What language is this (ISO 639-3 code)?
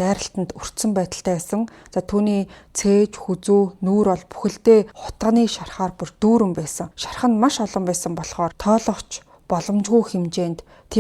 mon